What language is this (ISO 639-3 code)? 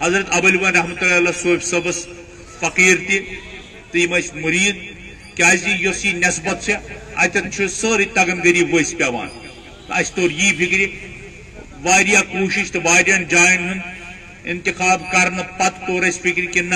kas